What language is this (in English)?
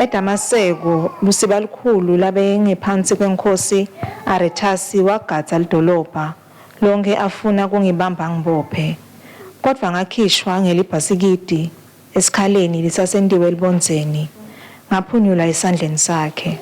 Swati